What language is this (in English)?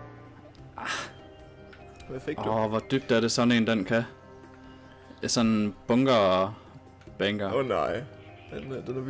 Danish